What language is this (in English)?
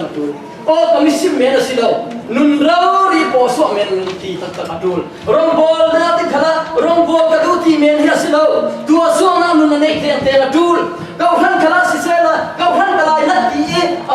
Falam Chin